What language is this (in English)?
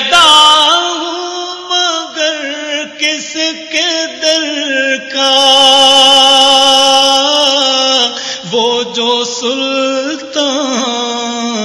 Urdu